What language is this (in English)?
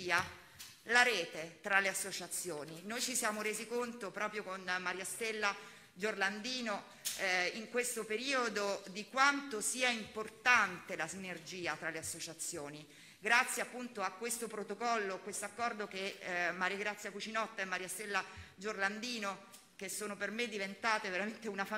Italian